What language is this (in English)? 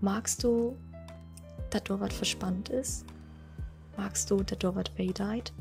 Low German